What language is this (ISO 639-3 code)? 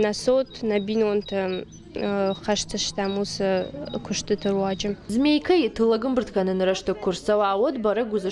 oss